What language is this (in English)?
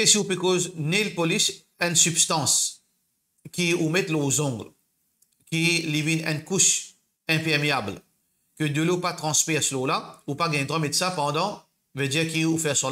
Morisyen